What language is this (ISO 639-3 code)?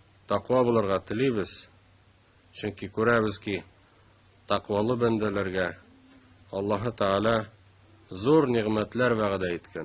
tat